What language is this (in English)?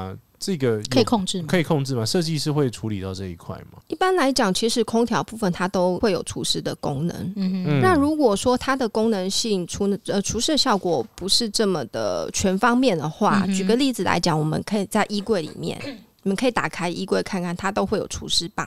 Chinese